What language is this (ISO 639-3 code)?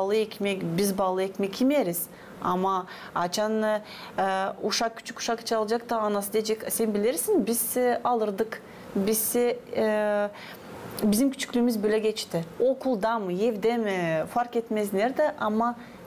gag